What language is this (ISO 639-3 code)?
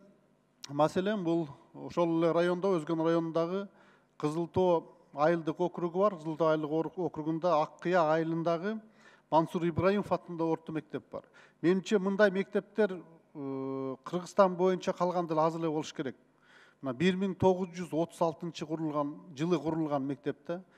kir